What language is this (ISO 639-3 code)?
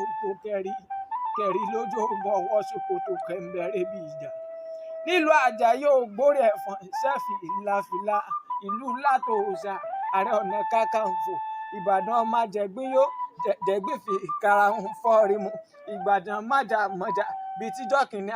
yor